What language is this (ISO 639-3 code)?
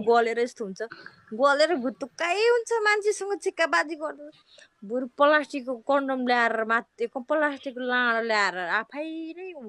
nep